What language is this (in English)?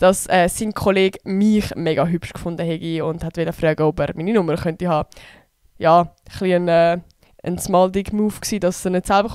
Swiss German